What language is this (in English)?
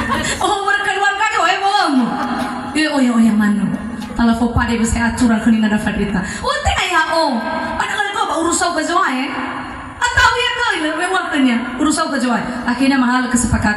Nias